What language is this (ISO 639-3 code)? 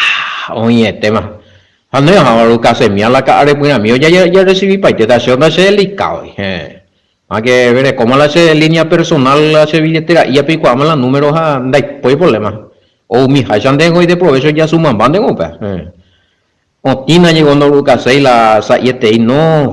grn